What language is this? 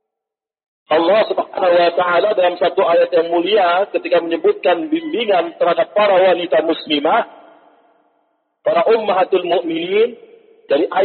Indonesian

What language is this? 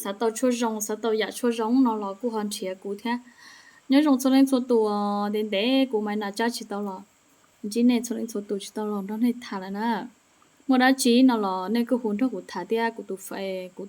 Hmong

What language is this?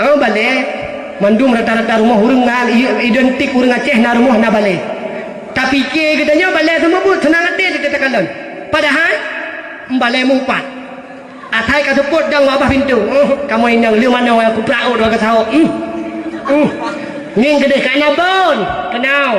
Achinese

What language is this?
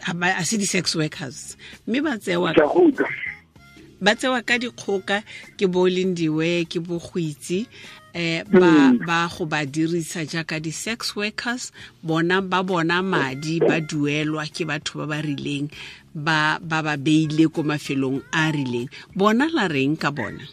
Tswana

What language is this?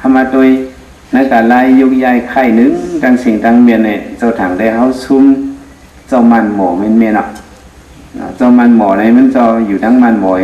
Shan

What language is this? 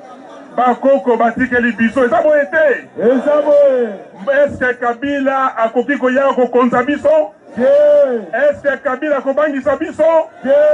Lingala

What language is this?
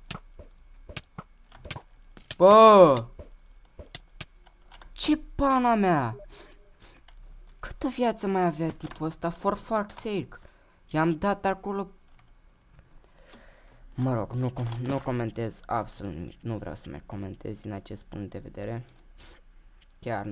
Romanian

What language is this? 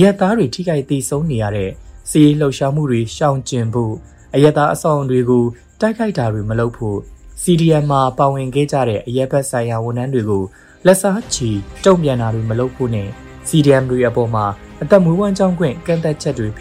Burmese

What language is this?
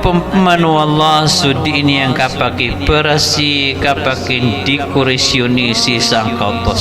Maranao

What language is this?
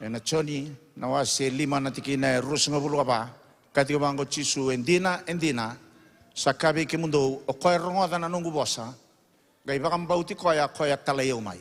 Fijian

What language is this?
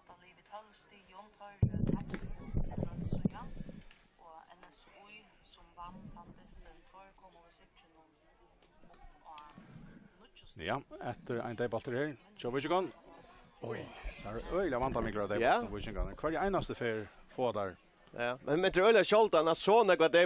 Faroese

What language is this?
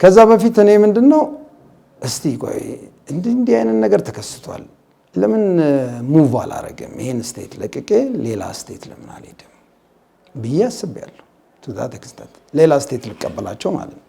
Amharic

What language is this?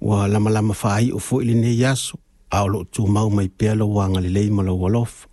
Samoan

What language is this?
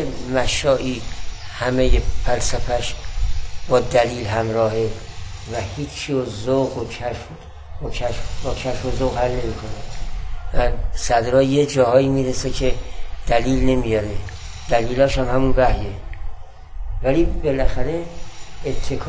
Persian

